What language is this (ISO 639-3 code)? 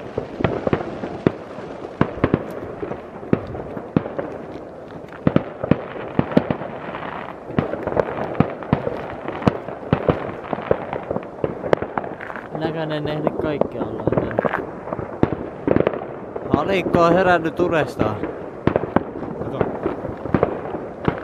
fin